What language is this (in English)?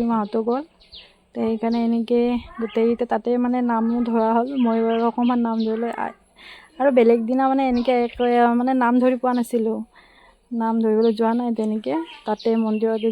Assamese